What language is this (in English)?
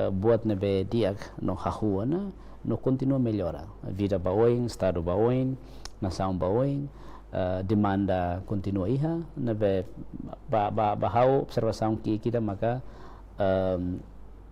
Tetum